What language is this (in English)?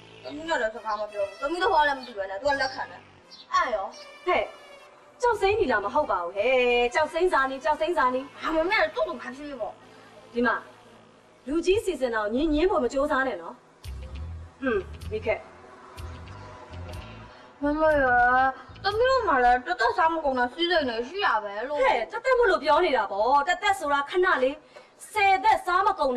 Burmese